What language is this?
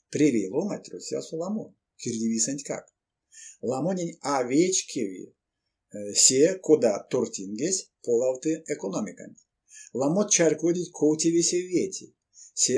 Erzya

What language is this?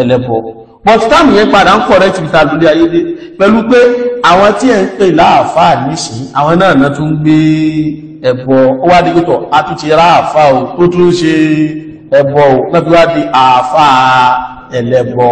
Yoruba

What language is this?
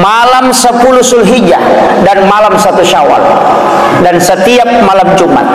Buginese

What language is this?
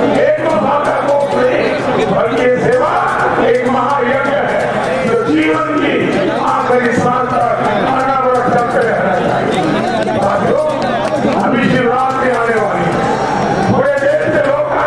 Hindi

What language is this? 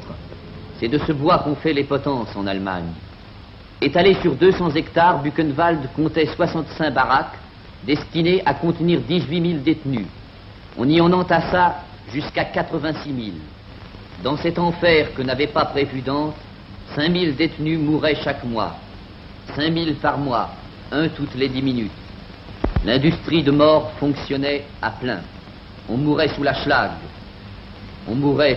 French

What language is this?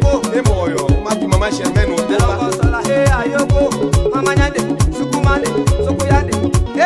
Tetela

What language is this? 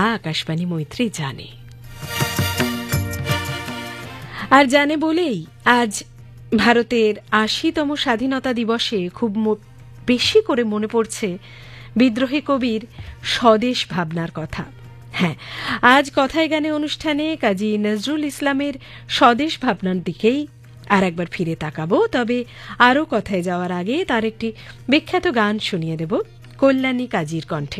Bangla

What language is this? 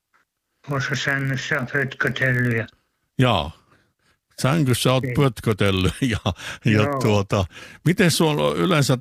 Finnish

